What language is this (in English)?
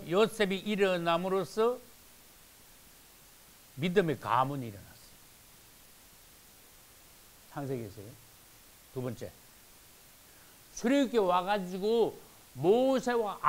Korean